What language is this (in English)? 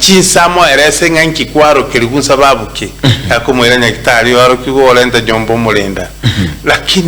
Gusii